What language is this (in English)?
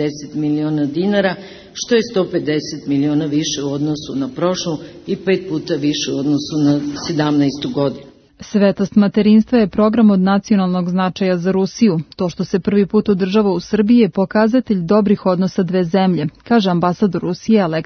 Serbian